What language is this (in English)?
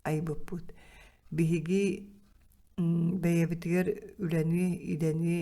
Yakut